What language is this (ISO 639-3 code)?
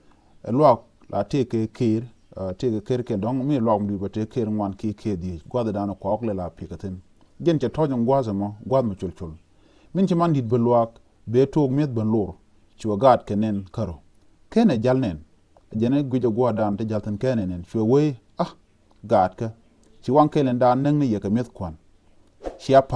nus